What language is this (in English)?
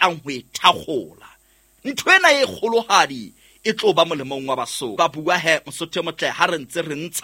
Southern Sotho